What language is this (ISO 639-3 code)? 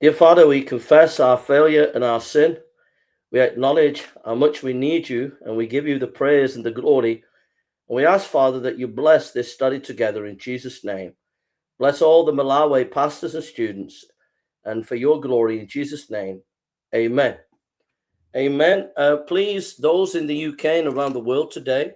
eng